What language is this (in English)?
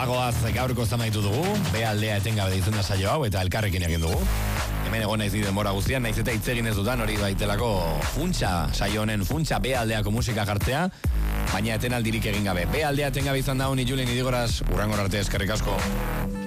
Basque